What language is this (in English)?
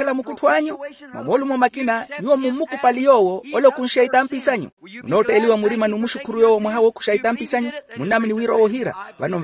Makhuwa